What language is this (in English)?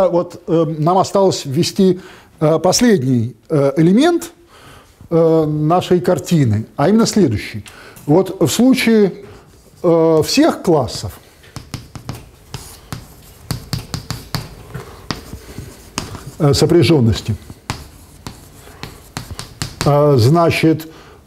Russian